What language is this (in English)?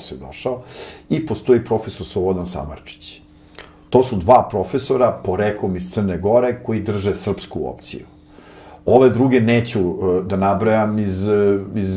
Serbian